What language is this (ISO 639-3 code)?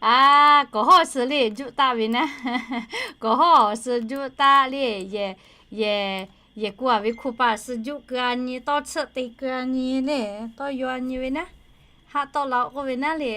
lhu